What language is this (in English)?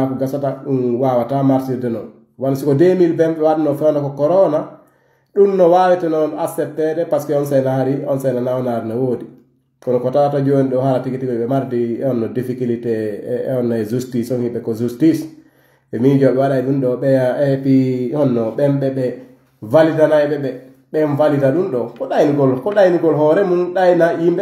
Pular